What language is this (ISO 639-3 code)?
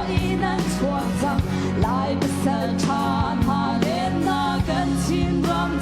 cnh